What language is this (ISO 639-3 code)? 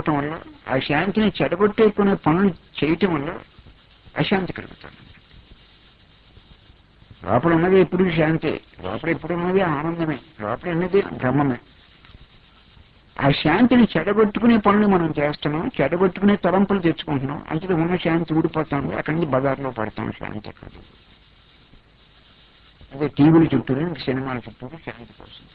tel